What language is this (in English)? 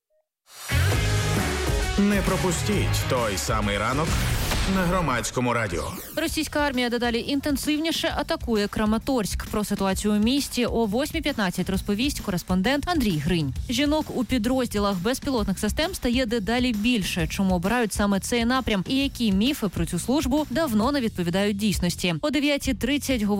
Ukrainian